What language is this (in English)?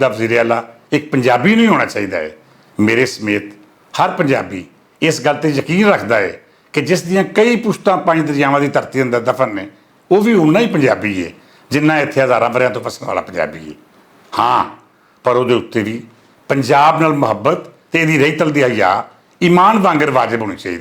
Western Panjabi